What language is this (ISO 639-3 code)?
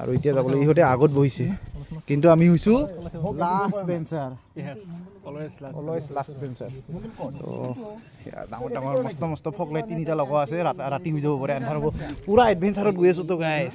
asm